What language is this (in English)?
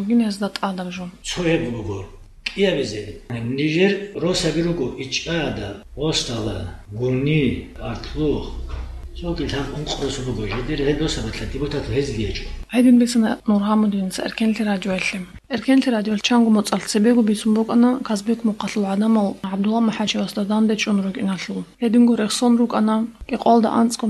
Avaric